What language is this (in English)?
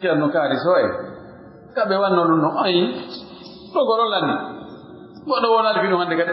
Pular